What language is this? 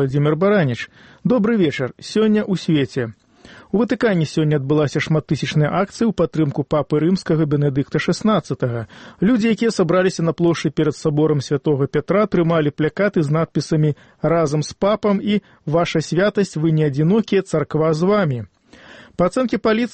Belarusian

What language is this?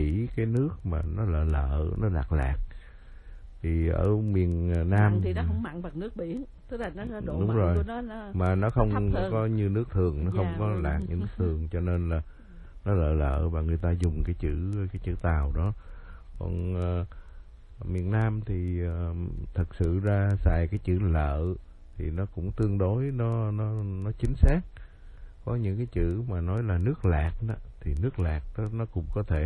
Vietnamese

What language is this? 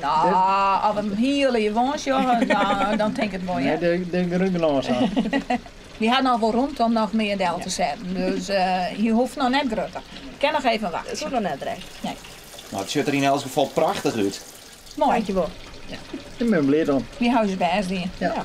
Western Frisian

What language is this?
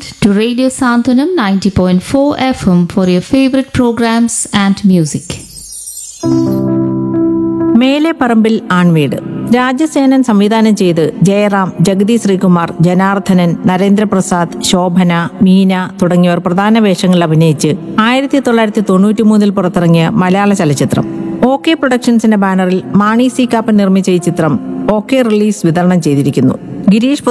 Malayalam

